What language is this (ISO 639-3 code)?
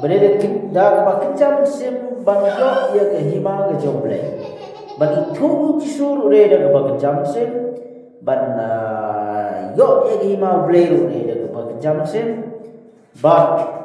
kha